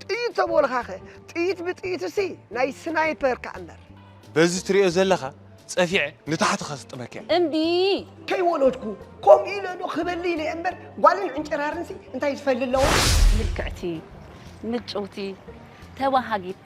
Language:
Tigrinya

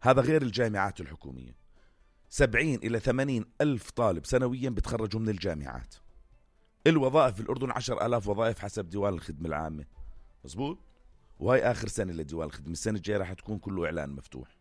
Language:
North Levantine Arabic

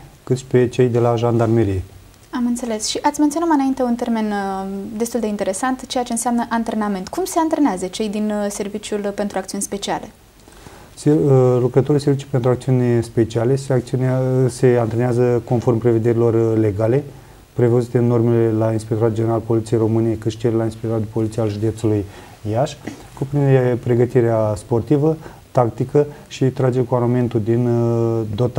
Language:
Romanian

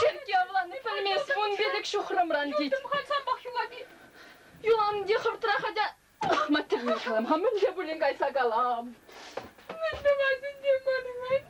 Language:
Chuvash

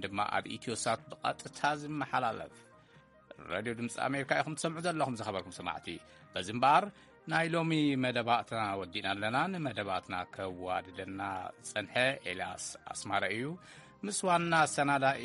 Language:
Tigrinya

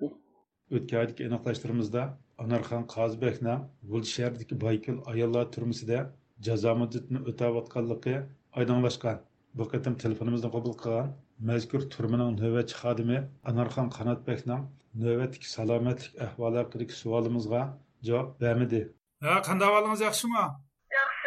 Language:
Uyghur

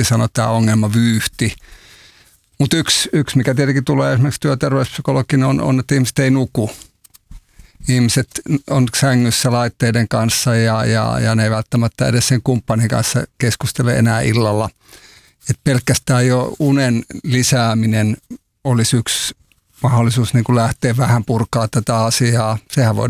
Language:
Finnish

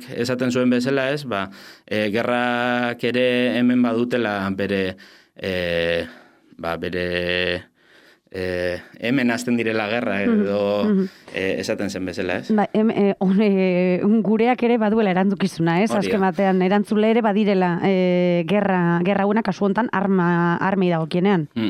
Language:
Basque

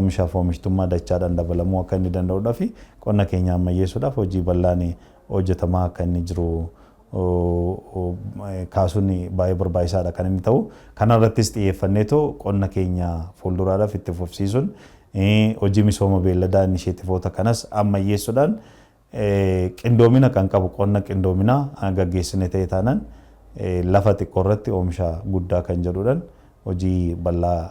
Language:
Oromo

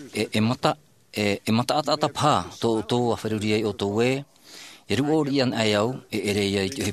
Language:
Tahitian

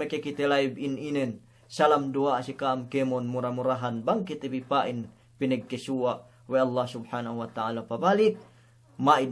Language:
Yakan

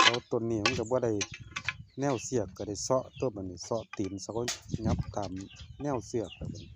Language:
Lao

